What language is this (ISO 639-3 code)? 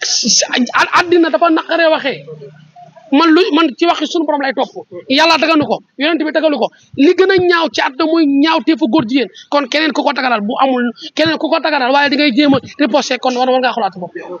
wol